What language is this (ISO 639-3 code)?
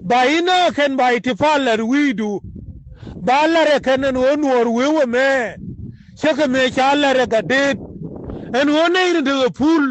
nus